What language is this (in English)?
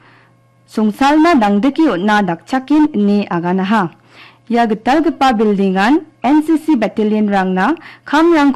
Garo